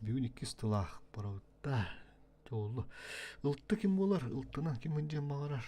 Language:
Yakut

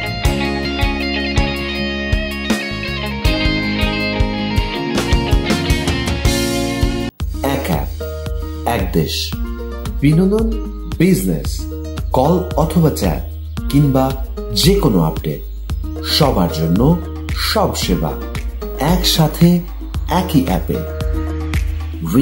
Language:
Bangla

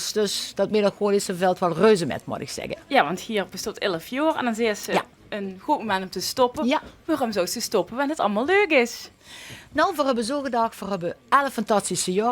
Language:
Limburgish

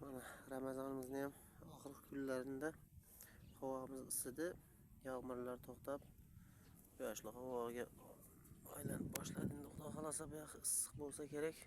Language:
Uzbek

